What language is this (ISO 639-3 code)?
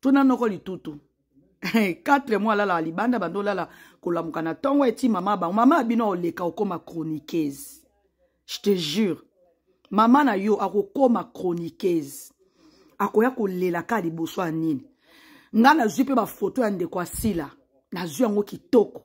lin